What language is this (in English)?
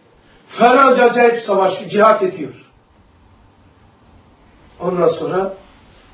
Turkish